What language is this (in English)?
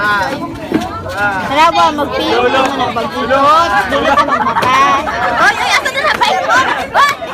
Cebuano